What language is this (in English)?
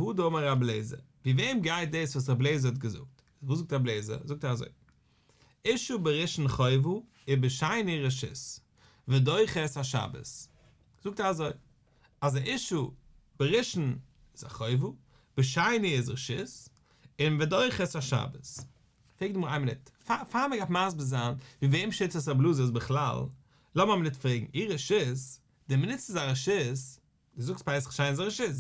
Yiddish